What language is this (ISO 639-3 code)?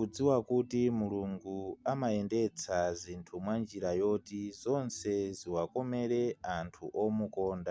nya